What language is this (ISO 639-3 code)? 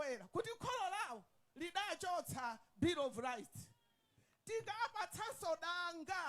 nya